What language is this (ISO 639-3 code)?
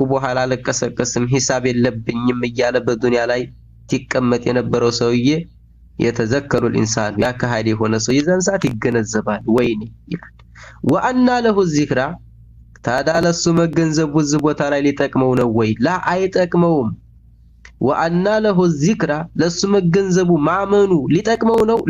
amh